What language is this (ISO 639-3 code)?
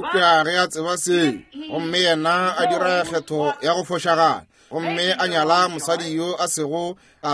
nso